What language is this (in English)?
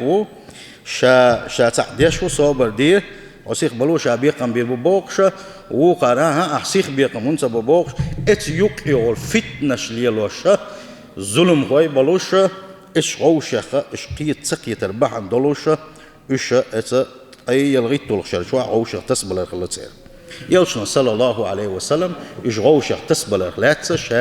Chechen